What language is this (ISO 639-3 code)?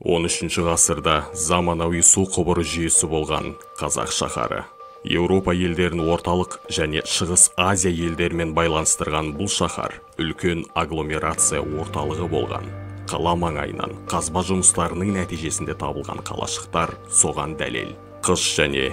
kaz